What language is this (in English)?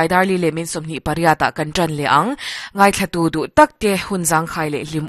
Mizo